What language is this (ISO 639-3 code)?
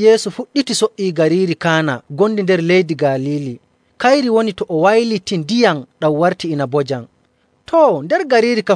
fuv